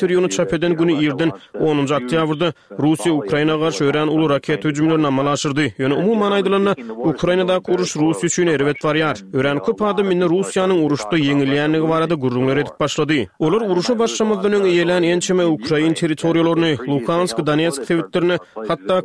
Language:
Turkmen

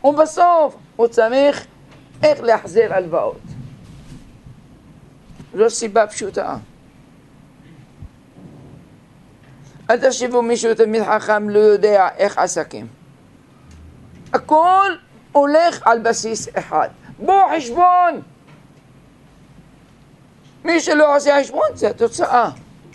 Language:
Hebrew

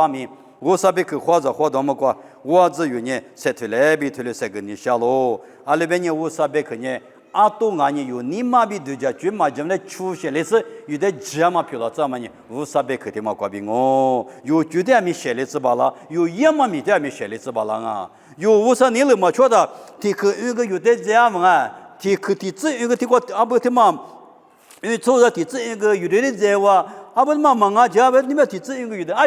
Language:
Lisu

